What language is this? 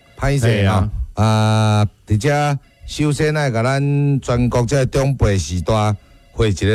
Min Nan Chinese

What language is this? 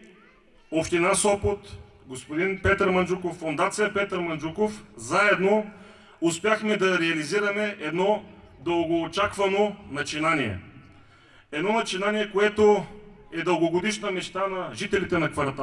Bulgarian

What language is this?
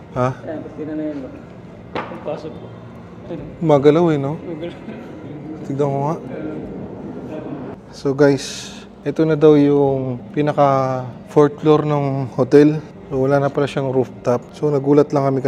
Filipino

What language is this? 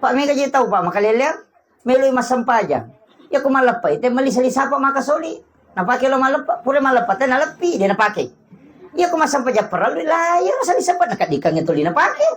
Buginese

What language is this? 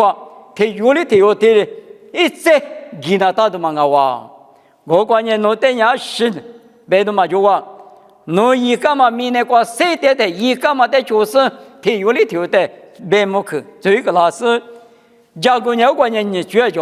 Lisu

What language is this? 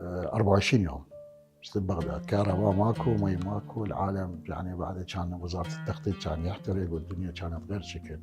Mesopotamian Arabic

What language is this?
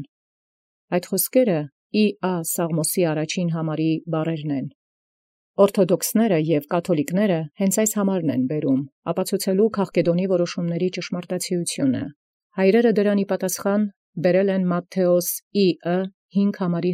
Armenian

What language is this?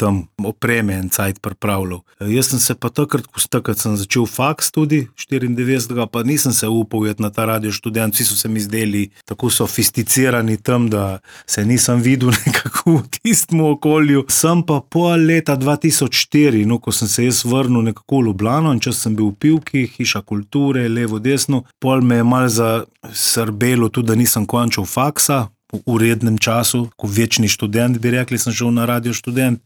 Slovenian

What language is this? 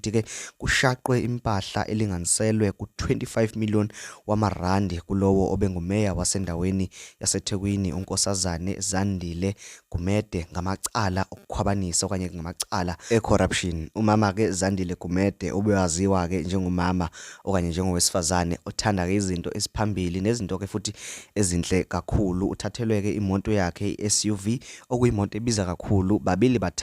Zulu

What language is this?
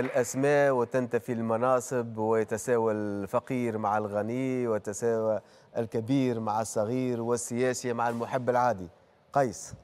Tunisian Arabic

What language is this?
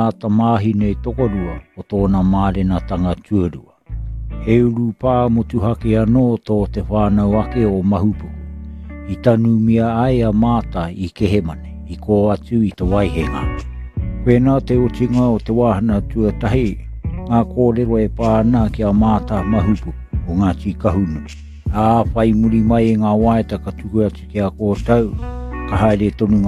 Māori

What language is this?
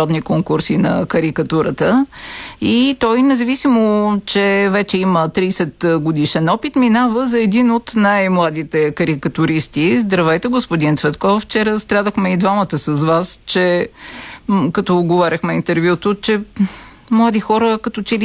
Bulgarian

